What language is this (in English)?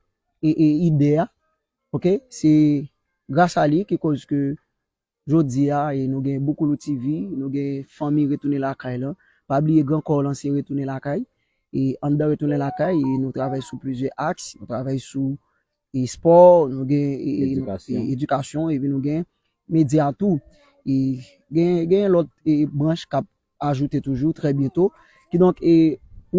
Haitian Creole